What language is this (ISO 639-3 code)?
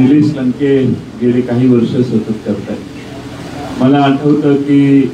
mar